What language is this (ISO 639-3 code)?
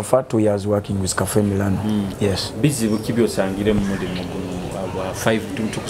nyo